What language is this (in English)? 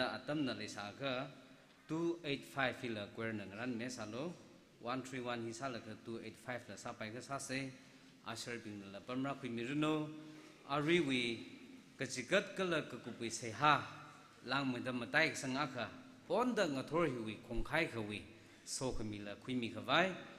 Tangkhul Naga (India)